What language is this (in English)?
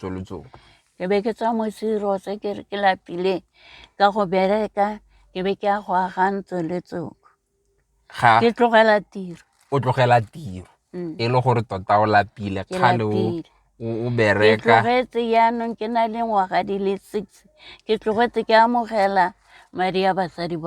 Tswana